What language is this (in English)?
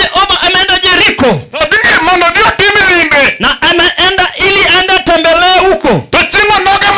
Luo (Kenya and Tanzania)